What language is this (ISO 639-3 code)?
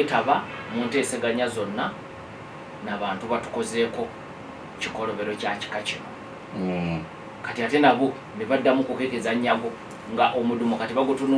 lug